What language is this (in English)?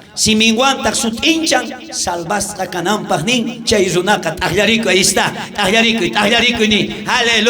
South Bolivian Quechua